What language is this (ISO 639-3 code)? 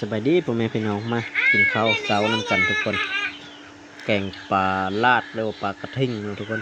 lao